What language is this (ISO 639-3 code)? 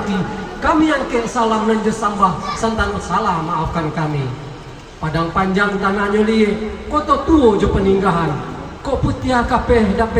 min